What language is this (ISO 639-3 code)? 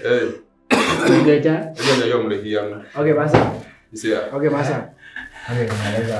ewe